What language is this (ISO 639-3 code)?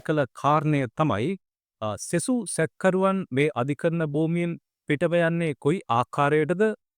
sin